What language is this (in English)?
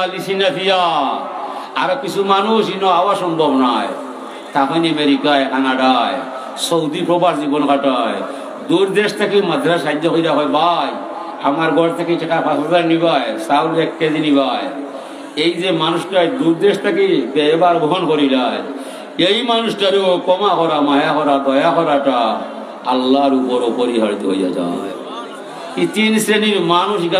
Sylheti